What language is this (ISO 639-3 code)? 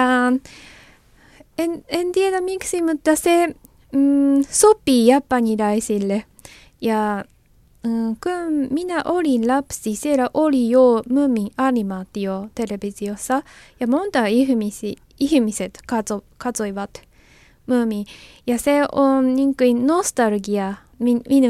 fin